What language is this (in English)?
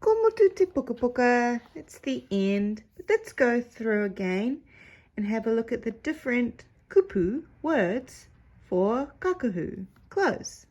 Māori